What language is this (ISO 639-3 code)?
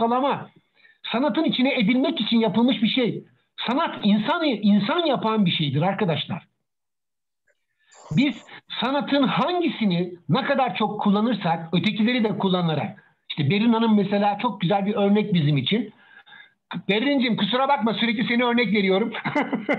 tur